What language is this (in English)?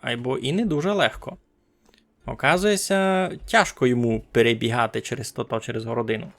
Rusyn